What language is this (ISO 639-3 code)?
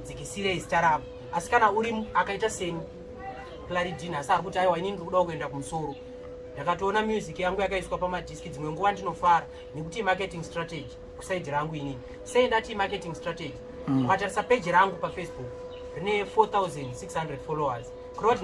sna